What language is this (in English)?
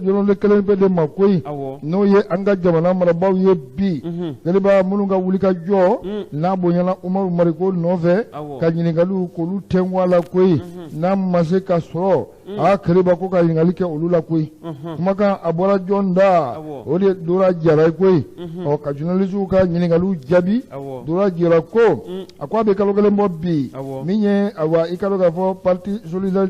Bambara